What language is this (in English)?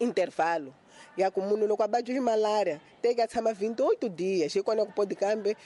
Tsonga